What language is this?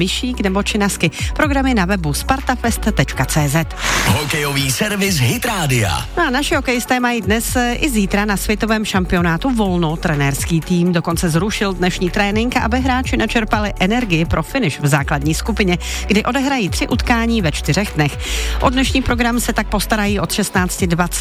Czech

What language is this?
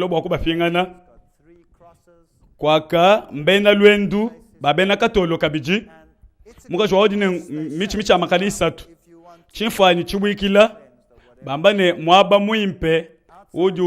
Luba-Lulua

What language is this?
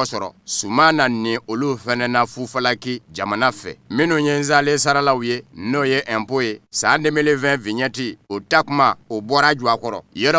Bambara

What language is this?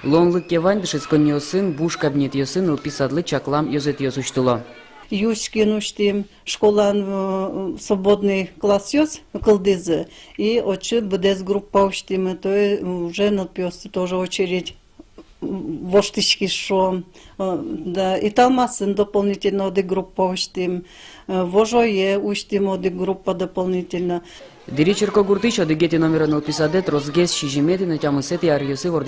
Udmurt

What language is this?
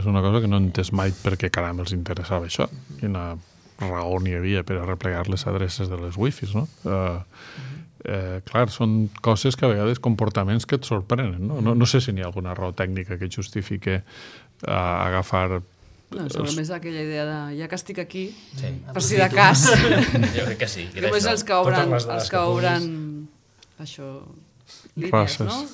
Catalan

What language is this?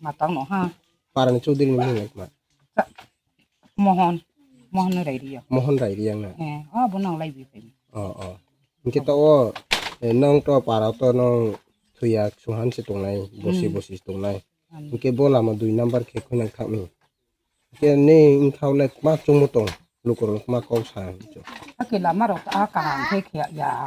Kok Borok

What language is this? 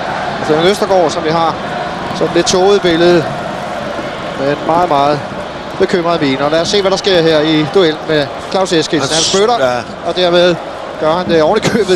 Danish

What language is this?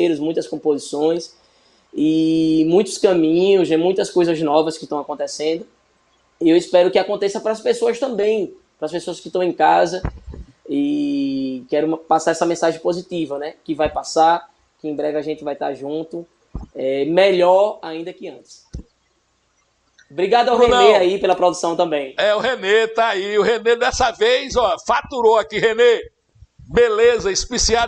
Portuguese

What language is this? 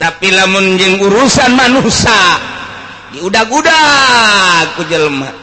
Sundanese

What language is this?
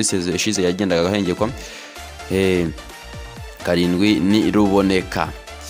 Kinyarwanda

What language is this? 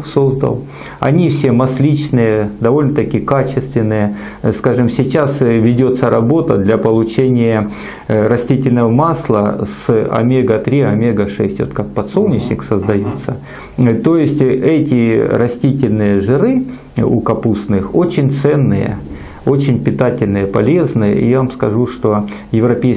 Russian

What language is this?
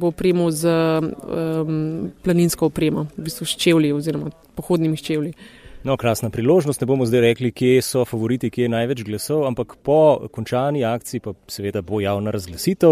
Slovenian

